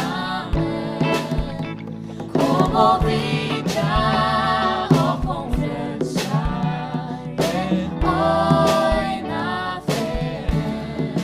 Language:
Faroese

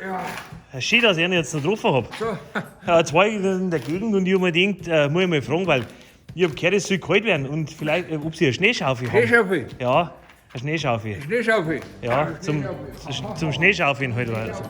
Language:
Bavarian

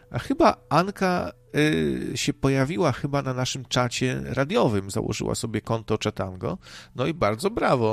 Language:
Polish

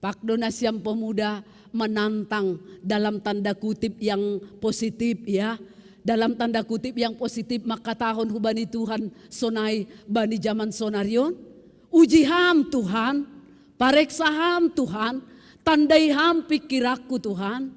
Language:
Batak Simalungun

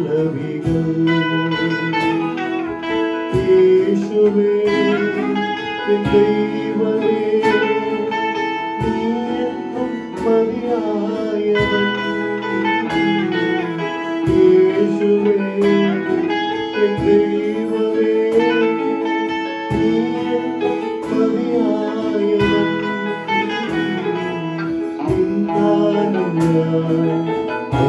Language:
Malayalam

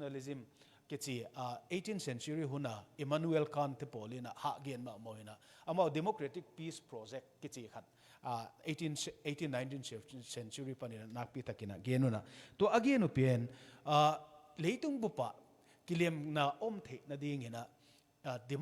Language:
Tedim Chin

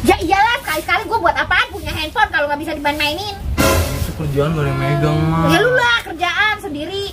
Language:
Betawi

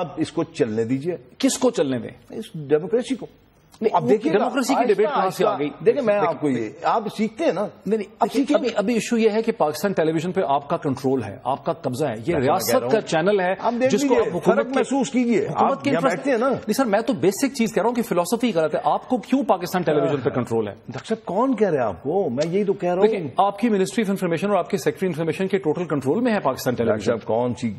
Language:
Urdu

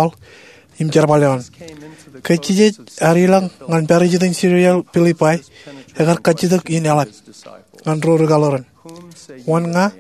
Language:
Marshallese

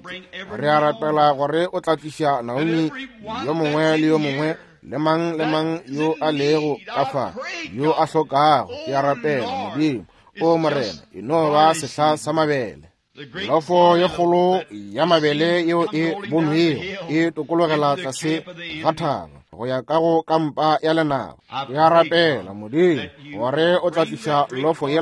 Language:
Northern Sotho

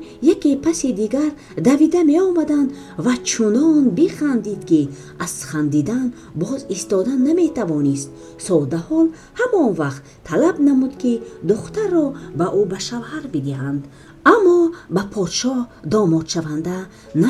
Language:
Tajik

